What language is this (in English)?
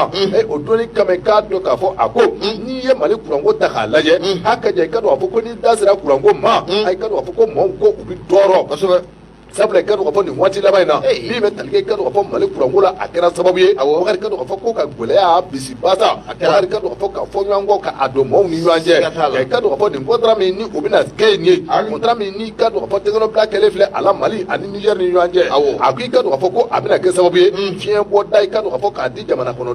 Bambara